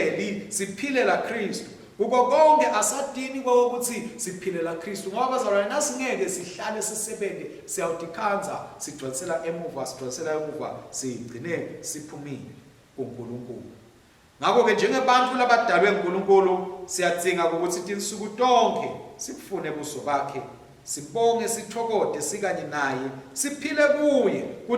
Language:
Swati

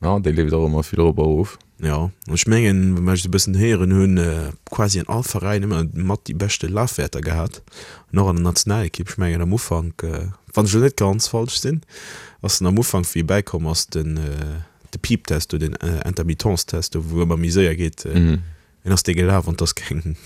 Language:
Luxembourgish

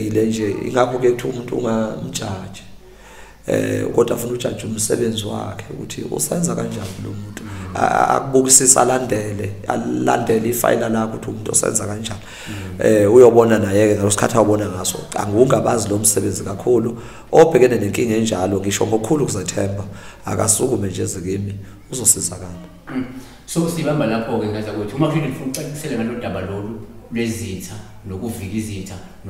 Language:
Zulu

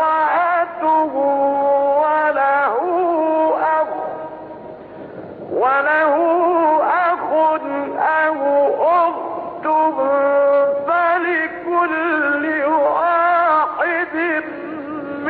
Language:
Arabic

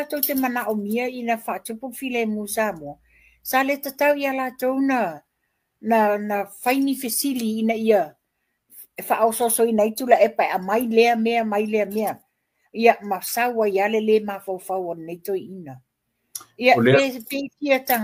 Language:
Samoan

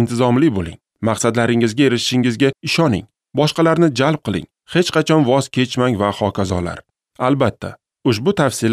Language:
Uzbek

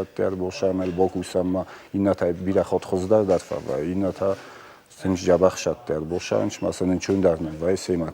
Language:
Ossetic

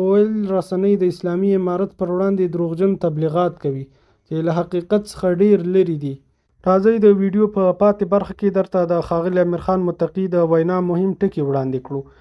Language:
Pashto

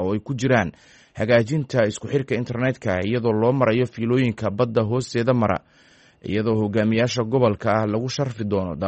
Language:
Somali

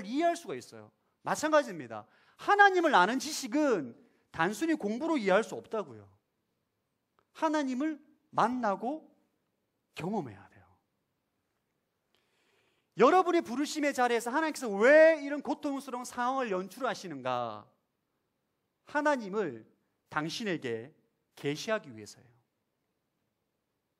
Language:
Korean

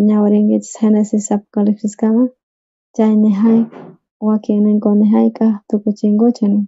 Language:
South Bolivian Quechua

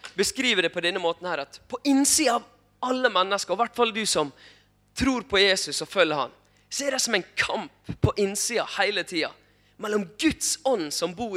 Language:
Norwegian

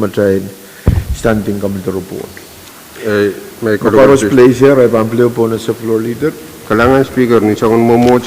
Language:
Pohnpeian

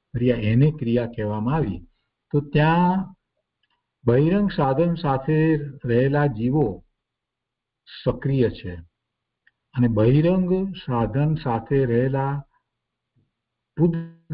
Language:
Gujarati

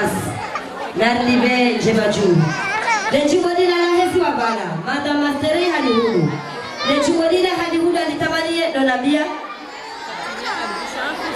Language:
Swahili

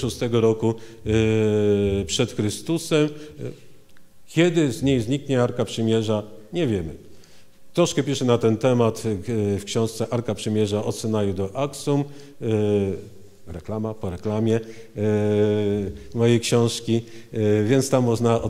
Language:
Polish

